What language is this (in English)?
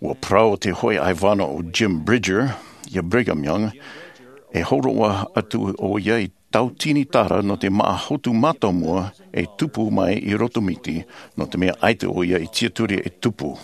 Tahitian